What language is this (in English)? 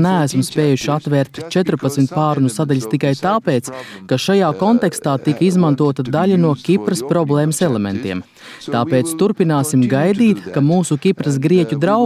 Latvian